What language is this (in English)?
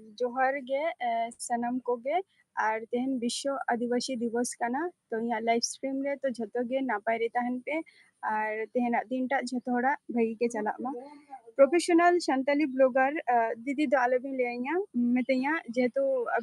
Santali